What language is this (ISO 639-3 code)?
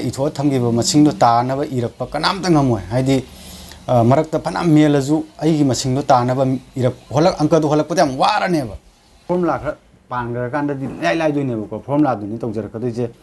mni